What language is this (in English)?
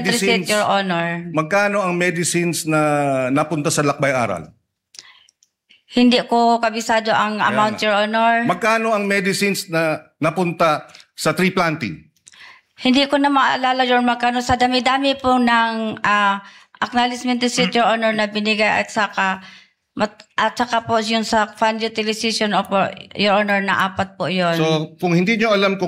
Filipino